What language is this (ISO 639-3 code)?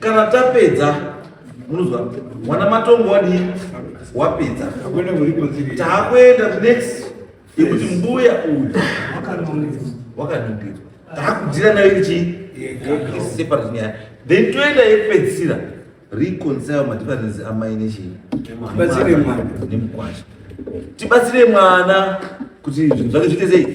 sna